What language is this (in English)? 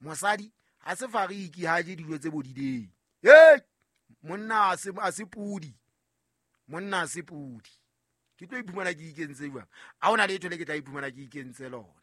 Southern Sotho